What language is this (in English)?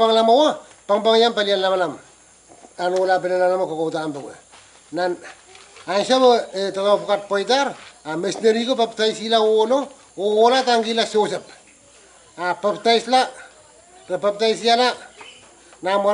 Pohnpeian